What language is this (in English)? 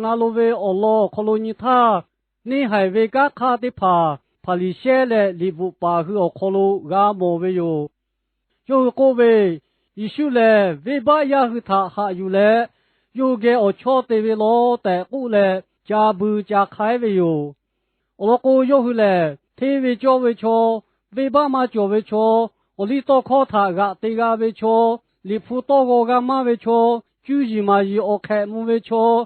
Lahu